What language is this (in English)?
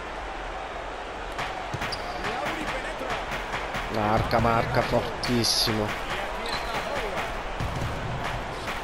Italian